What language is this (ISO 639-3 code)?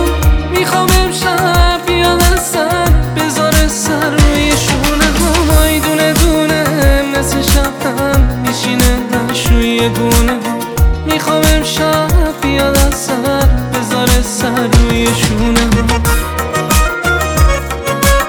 fas